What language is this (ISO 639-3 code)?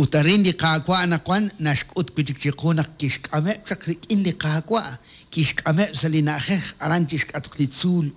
kek